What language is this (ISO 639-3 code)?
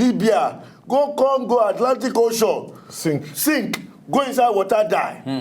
pcm